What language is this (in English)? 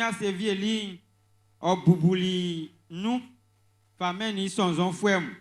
Baoulé